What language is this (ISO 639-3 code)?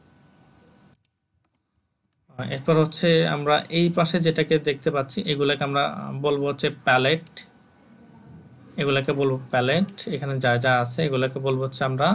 ben